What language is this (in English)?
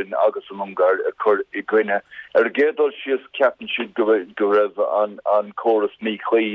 Irish